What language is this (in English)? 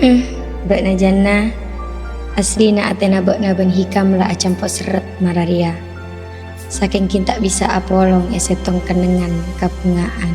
Madurese